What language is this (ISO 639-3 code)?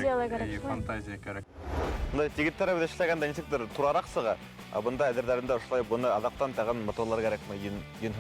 bak